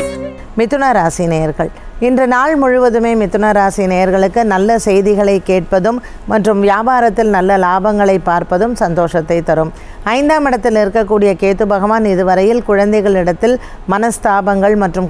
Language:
Tamil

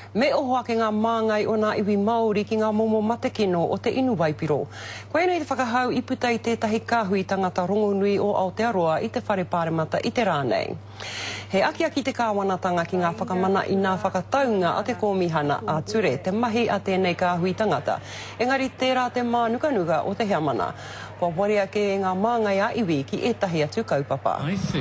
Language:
Māori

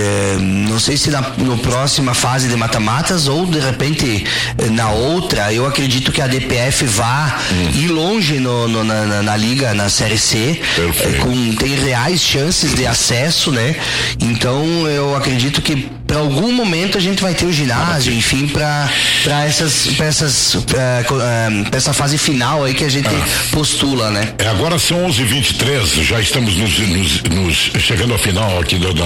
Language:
Portuguese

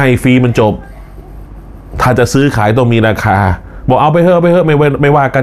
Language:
Thai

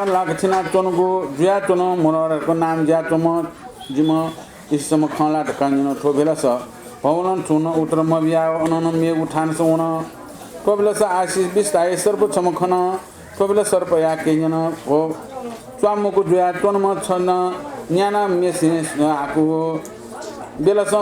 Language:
Newari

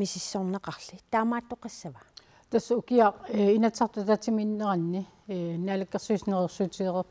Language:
Kalaallisut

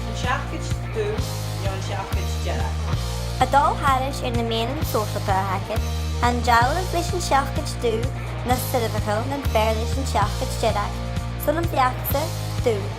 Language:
Scottish Gaelic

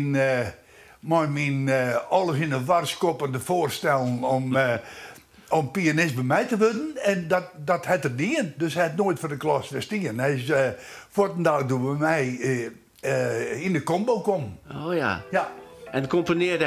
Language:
Western Frisian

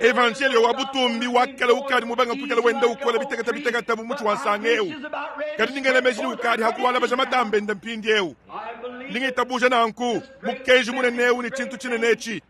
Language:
Luba-Lulua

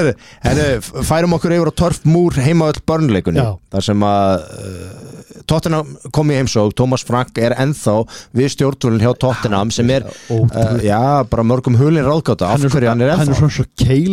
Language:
Icelandic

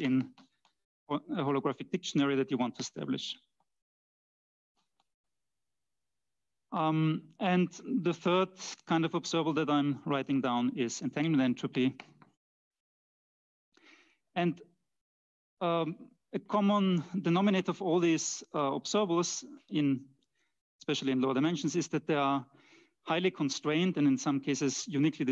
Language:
English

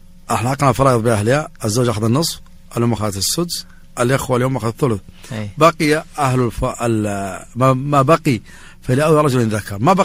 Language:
Najdi Arabic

